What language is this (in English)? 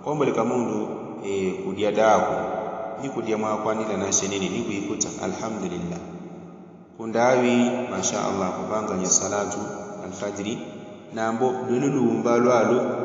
Yao